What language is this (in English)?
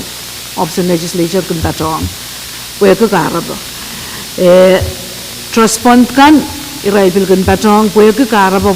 Pohnpeian